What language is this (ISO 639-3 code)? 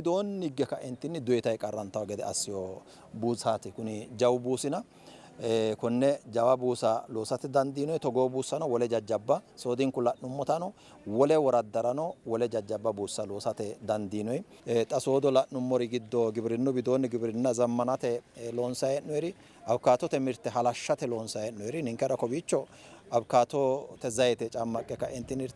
sid